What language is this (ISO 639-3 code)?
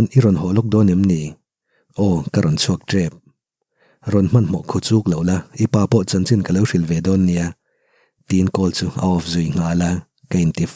lus